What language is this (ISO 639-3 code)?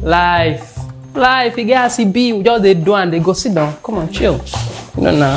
pcm